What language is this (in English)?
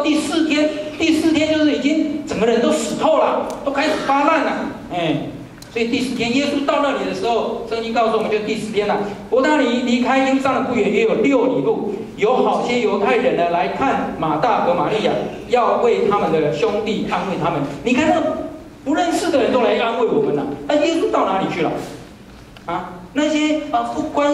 Chinese